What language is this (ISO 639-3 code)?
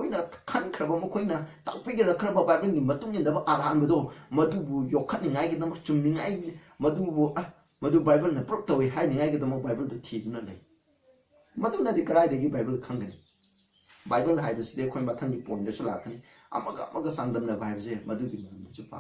mni